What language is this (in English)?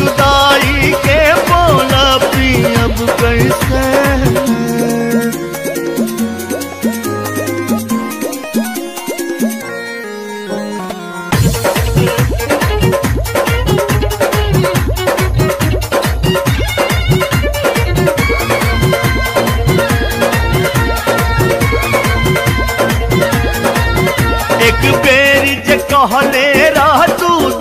Bhojpuri